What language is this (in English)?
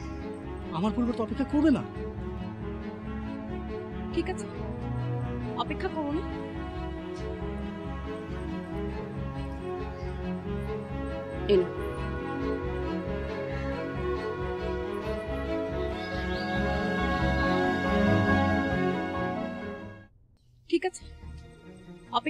Bangla